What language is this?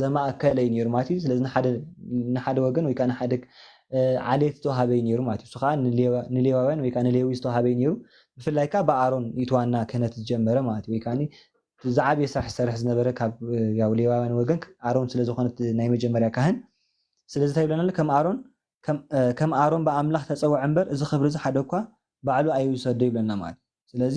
Tigrinya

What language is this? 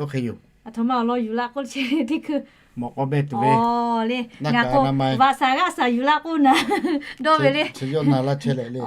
Lahu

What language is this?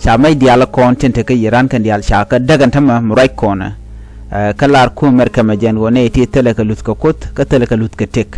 Nuer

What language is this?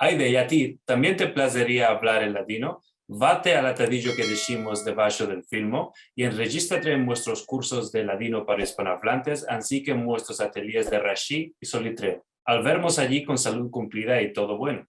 Ladino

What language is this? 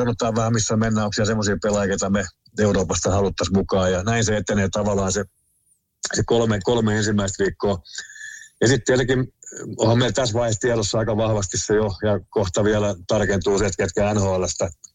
Finnish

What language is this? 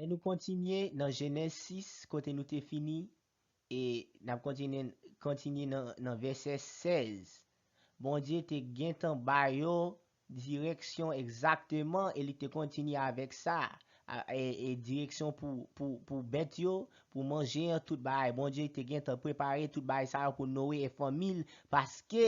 Haitian Creole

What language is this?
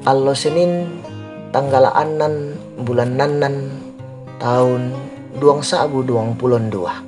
Toraja-Sa'dan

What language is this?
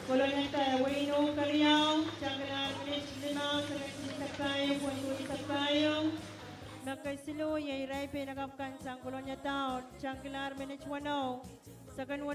Pohnpeian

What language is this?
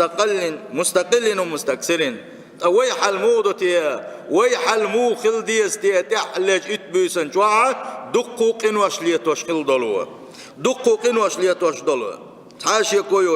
Chechen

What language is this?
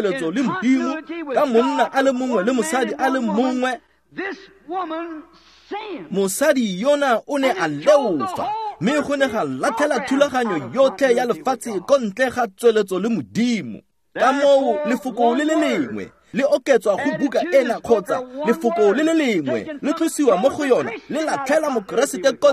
Tswana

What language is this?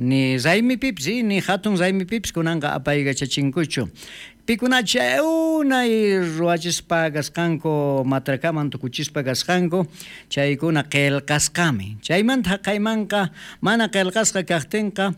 South Bolivian Quechua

